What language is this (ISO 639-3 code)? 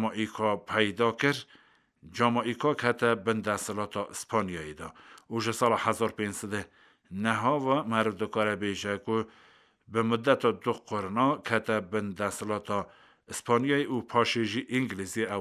kur